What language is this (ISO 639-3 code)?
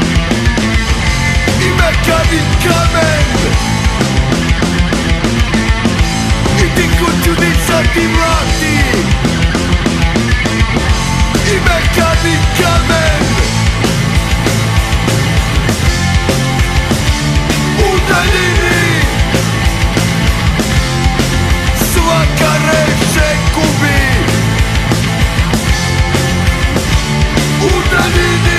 srp